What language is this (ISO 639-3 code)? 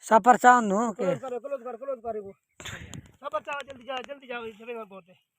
skr